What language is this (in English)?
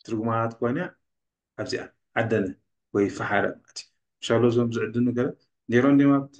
Tigrinya